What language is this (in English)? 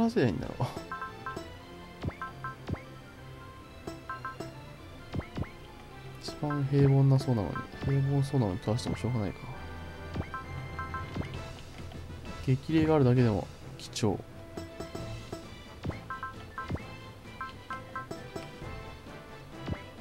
Japanese